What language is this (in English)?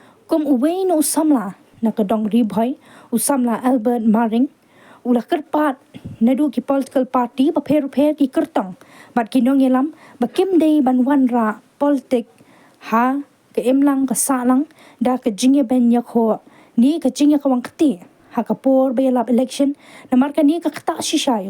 Khasi